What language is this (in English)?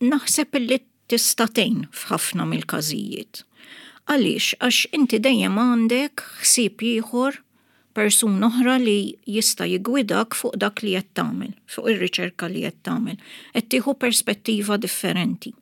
Maltese